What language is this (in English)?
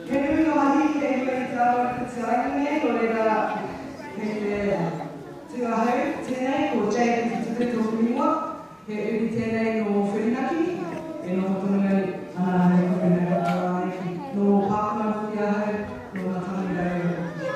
Māori